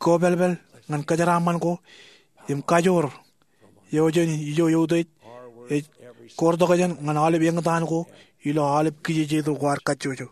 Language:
Marshallese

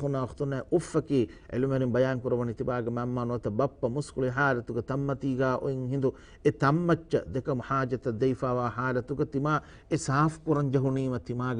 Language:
Divehi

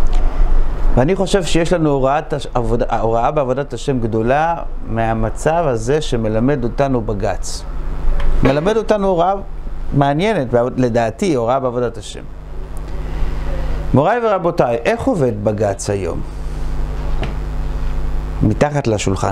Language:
Hebrew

